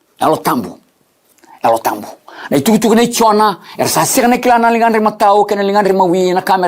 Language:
Fijian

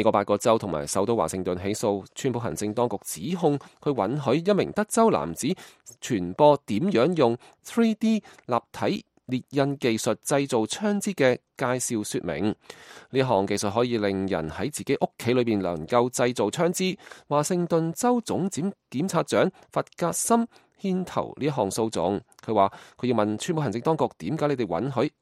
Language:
Cantonese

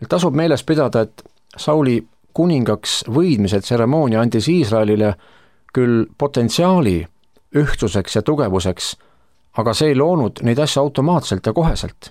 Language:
Estonian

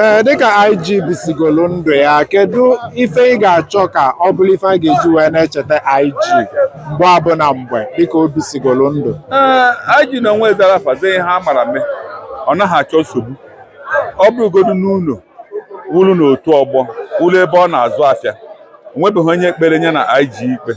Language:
Igbo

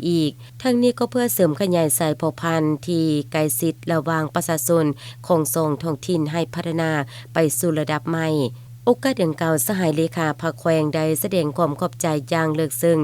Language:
Lao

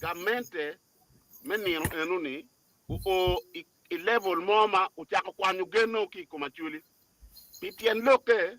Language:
Acoli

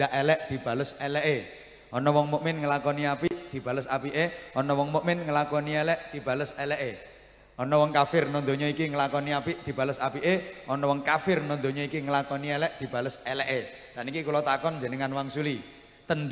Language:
Javanese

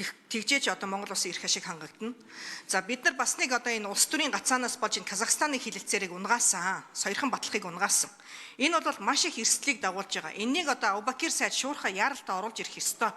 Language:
Mongolian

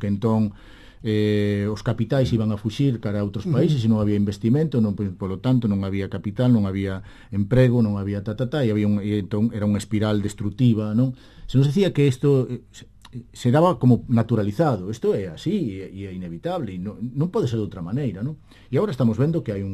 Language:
Galician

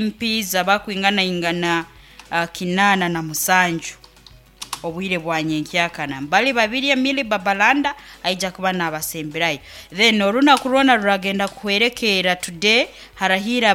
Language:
Nyankole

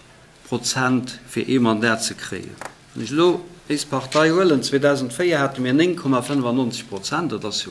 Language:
Luxembourgish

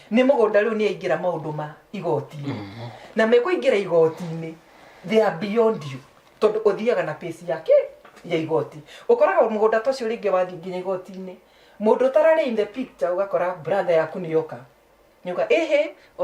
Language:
Kikuyu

